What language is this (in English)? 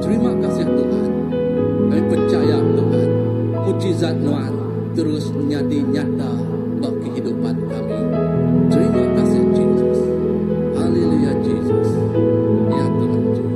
Iban